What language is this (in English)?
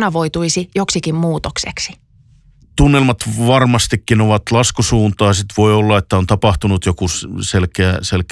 Finnish